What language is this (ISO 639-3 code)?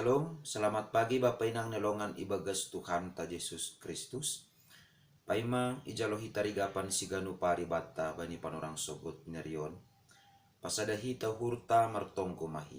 bts